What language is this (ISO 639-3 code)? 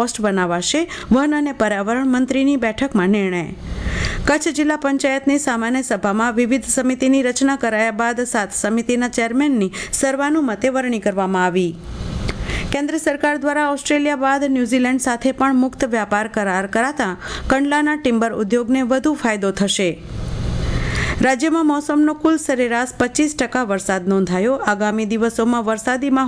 guj